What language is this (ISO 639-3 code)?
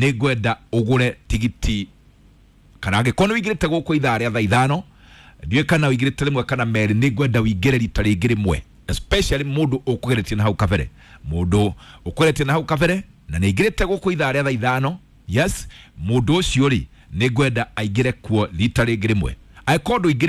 kik